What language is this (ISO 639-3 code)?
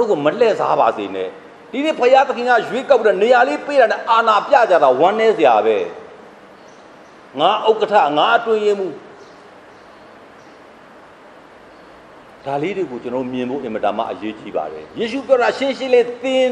mya